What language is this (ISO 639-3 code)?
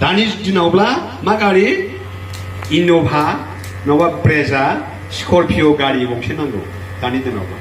brx